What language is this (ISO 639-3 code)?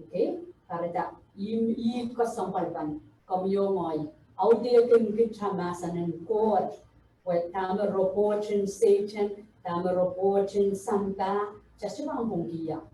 pon